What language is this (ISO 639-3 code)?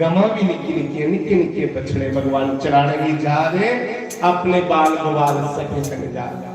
doi